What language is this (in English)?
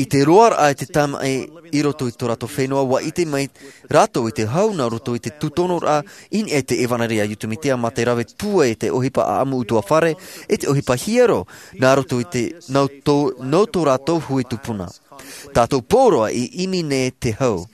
Tahitian